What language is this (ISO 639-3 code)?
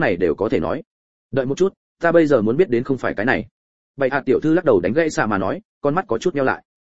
vie